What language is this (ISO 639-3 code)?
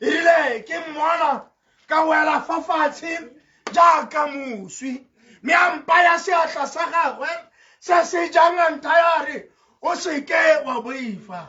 tsn